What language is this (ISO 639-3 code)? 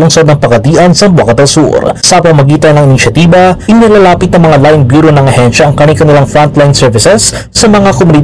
fil